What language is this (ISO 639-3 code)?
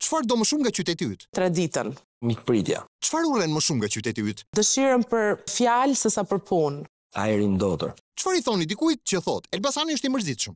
sqi